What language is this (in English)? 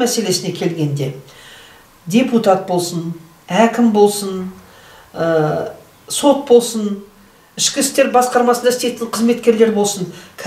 Kazakh